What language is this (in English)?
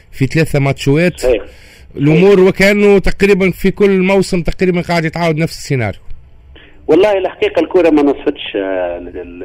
Tunisian Arabic